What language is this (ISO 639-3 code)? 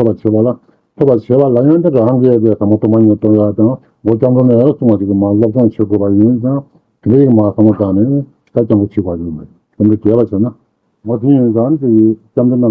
bod